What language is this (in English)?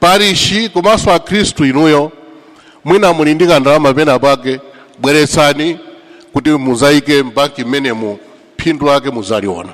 Nyanja